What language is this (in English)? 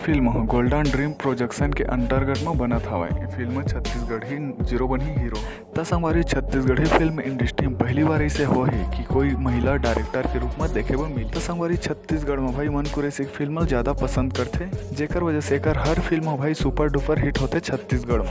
Chhattisgarhi